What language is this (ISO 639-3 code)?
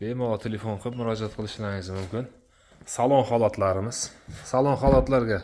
uzb